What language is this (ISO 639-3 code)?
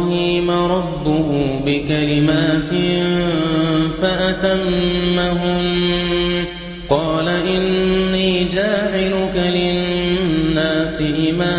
ara